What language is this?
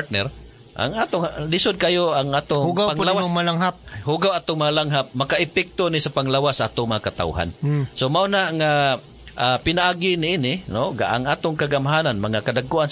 Cebuano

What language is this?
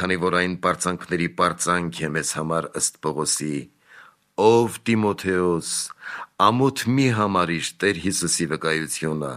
Armenian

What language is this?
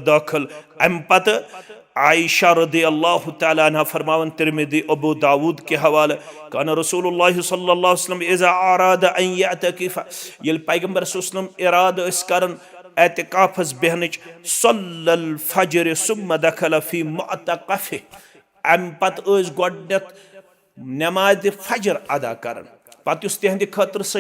Kashmiri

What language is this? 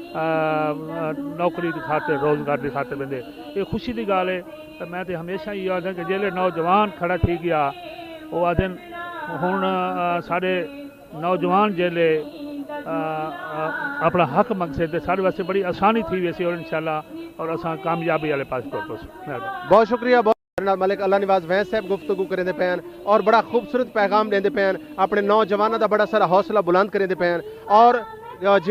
Saraiki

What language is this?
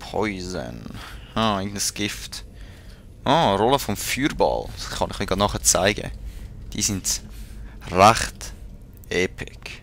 Swiss German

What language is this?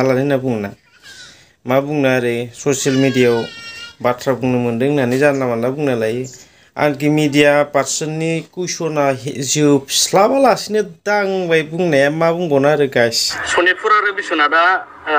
Bodo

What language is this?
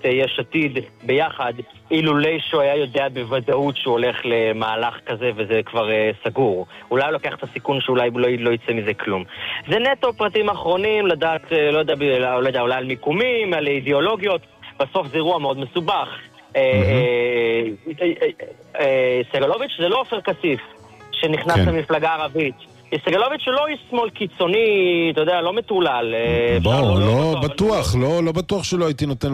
Hebrew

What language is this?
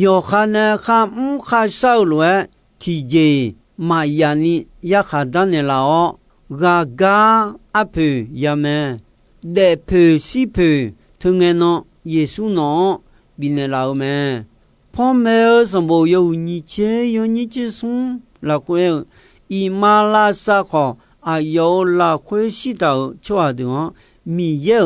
Akha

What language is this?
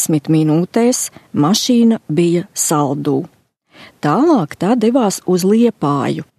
Latvian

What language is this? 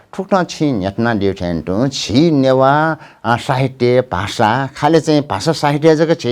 Newari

